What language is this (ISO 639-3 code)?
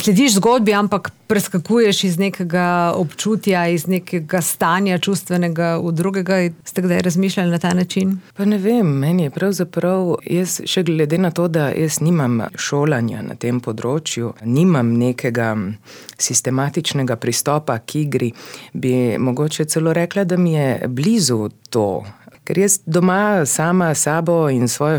slv